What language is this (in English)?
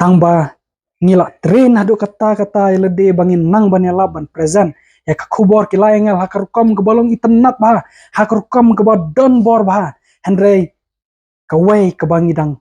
Khasi